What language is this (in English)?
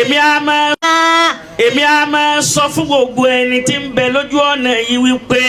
Yoruba